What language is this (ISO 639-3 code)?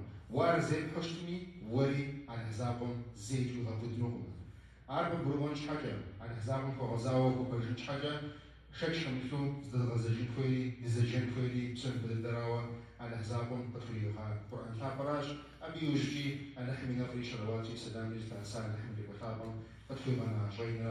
kbd